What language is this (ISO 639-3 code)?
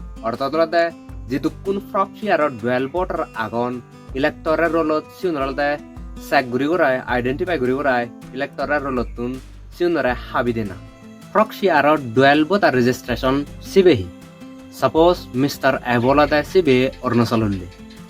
ccp